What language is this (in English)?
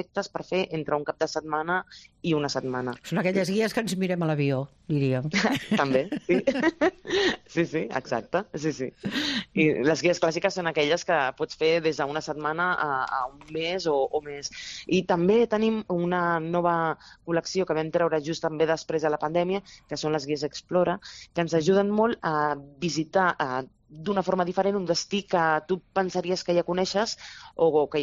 Catalan